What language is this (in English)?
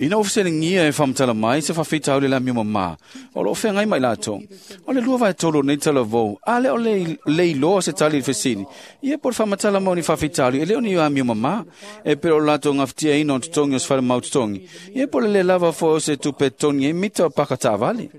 Samoan